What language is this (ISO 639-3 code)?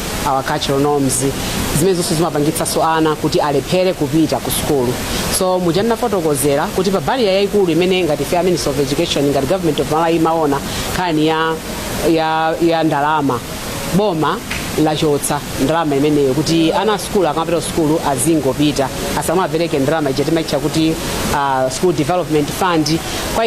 nya